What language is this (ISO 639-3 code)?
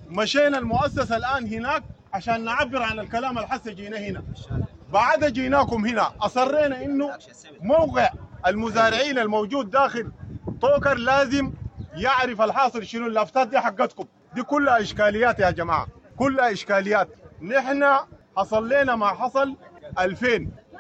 apd